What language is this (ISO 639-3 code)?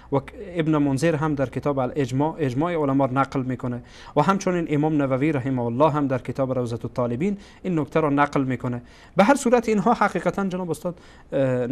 fas